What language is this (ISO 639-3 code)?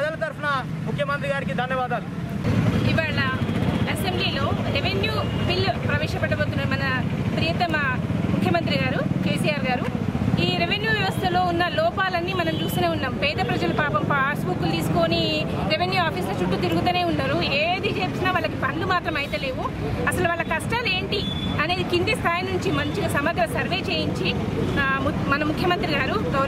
tel